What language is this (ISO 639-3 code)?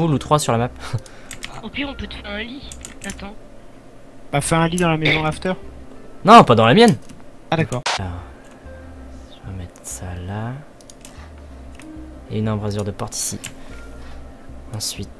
fra